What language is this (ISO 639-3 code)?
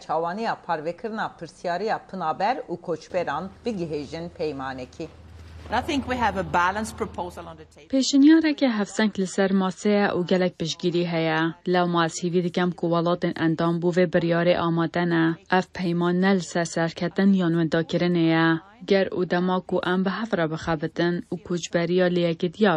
kur